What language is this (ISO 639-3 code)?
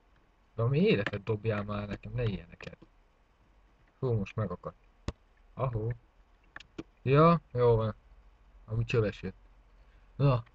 hun